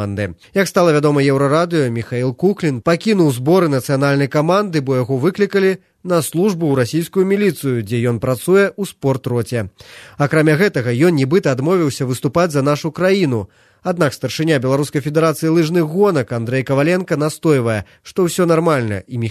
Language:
Belarusian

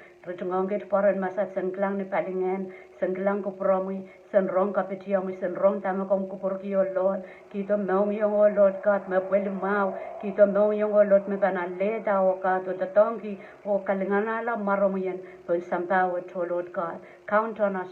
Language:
Pohnpeian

